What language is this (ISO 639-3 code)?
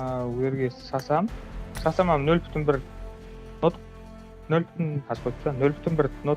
kaa